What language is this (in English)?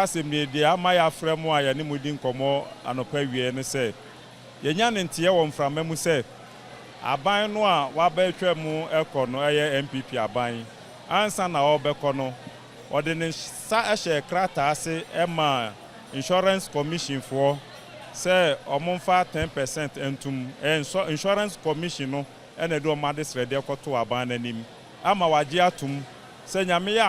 Akan